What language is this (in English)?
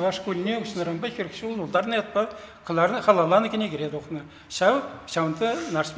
Chuvash